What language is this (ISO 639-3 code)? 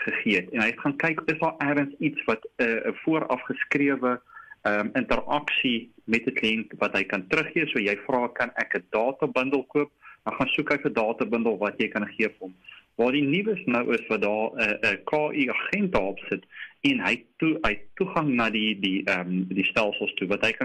afr